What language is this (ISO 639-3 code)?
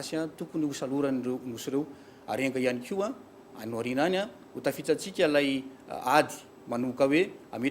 mlg